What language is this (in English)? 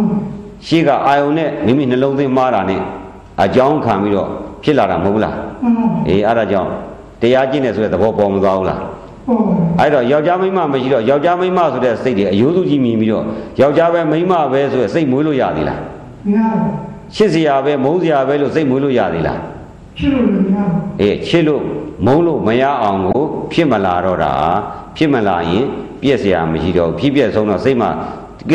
Burmese